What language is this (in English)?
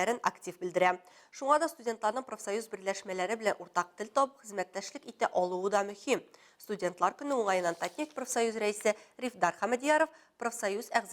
Tatar